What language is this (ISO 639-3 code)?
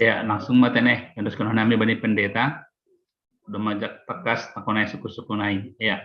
bts